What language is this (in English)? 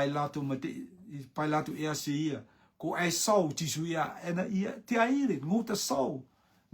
Rotuman